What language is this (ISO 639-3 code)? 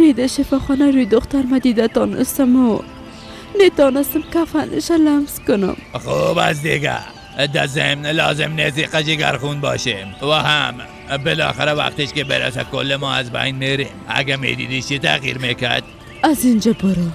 fas